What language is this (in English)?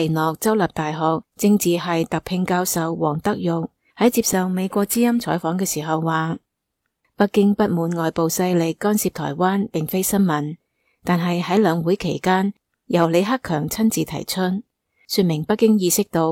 Cantonese